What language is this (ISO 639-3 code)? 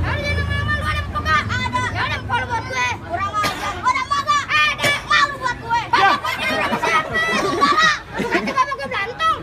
bew